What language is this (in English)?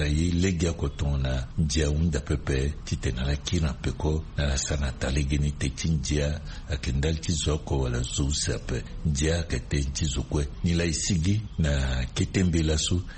Sango